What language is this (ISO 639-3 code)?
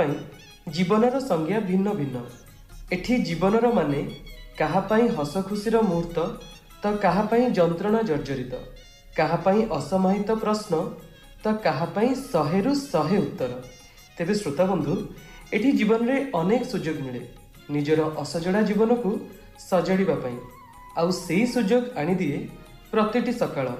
ori